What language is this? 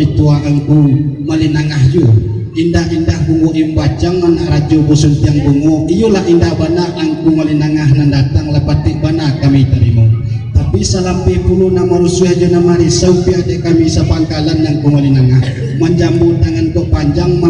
Minangkabau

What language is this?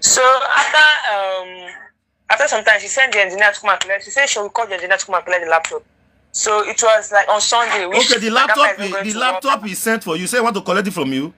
Nigerian Pidgin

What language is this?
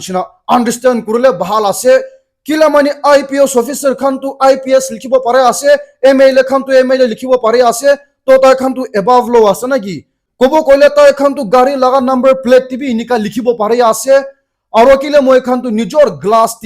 Naga Pidgin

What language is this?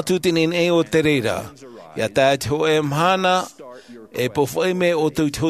Tahitian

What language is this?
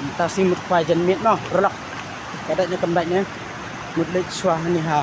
Khasi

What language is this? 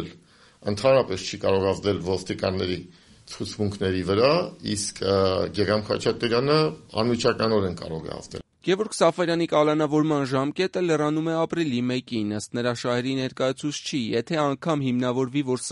Armenian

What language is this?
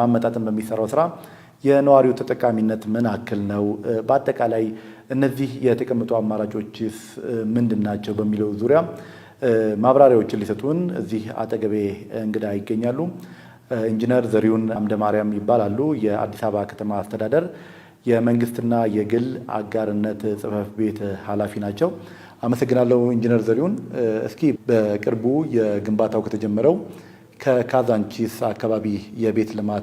Amharic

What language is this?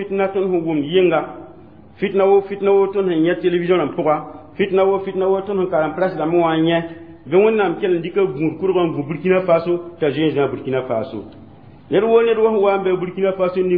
Mossi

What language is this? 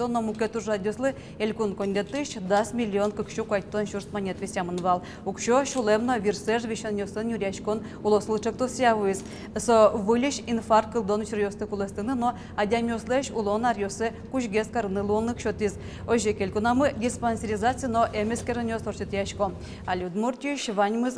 Udmurt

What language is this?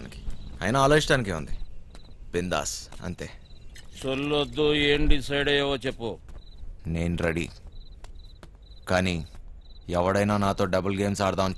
Telugu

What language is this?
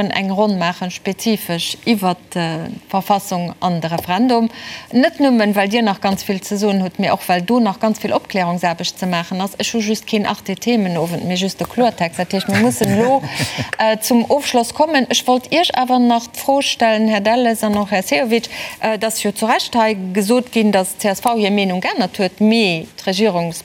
Luxembourgish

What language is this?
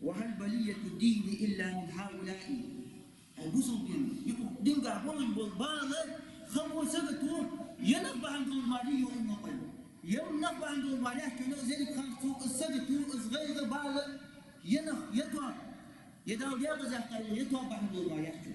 Ingush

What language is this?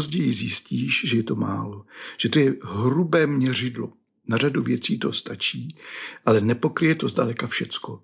Czech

